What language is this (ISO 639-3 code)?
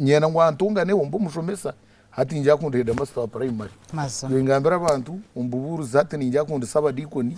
nyn